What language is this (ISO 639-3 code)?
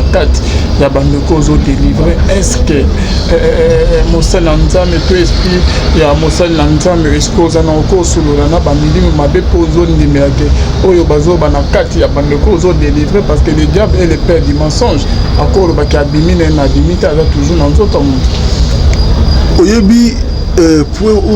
lin